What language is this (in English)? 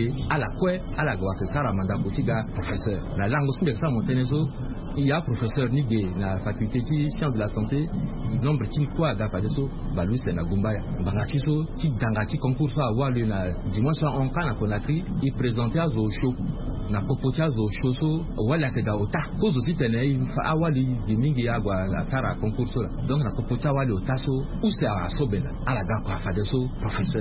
Sango